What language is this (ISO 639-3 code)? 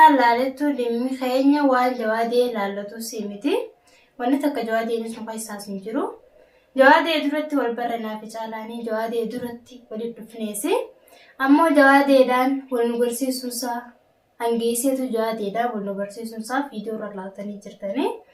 orm